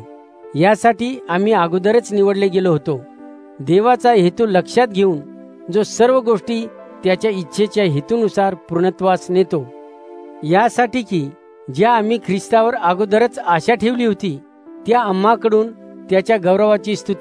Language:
Marathi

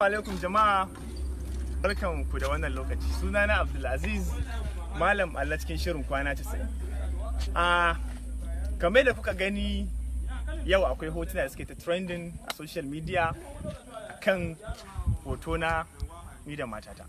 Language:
Hausa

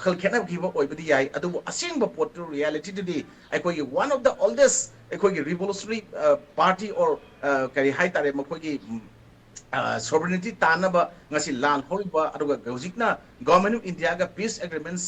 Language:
Manipuri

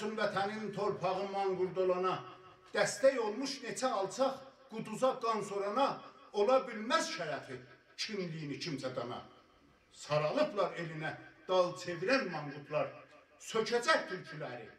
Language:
South Azerbaijani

